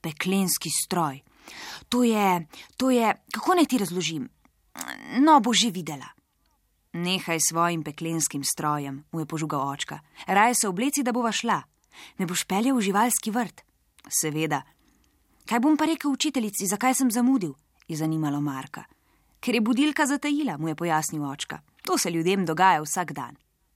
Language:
Slovenian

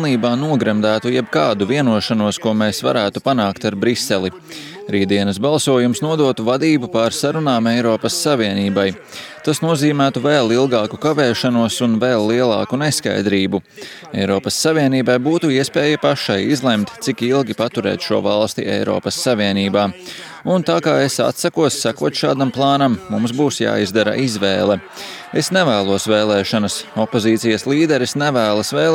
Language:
Latvian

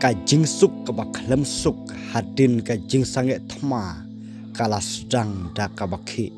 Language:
Khasi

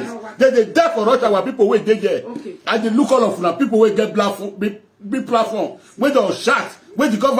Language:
Nigerian Pidgin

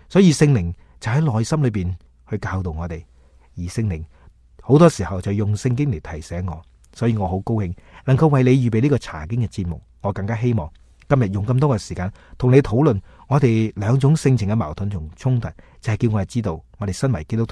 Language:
Cantonese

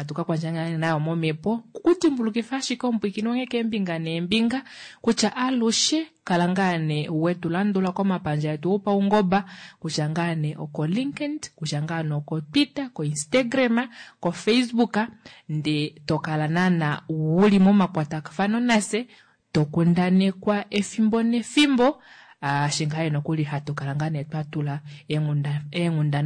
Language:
Kuanyama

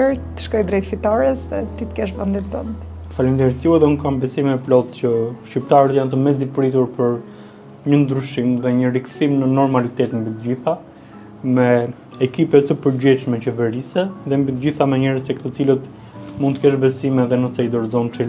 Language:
Albanian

